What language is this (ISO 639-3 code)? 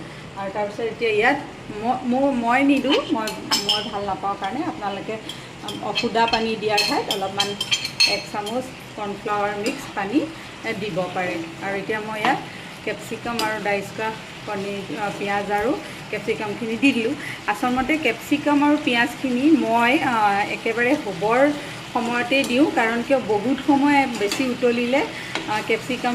asm